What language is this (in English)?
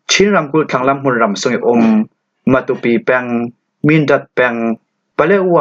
Falam Chin